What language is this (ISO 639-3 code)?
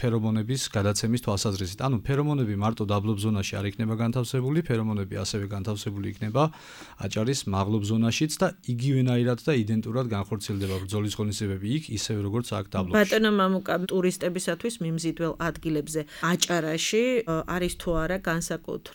kat